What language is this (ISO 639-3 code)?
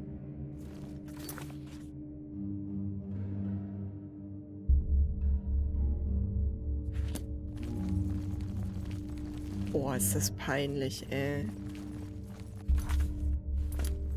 deu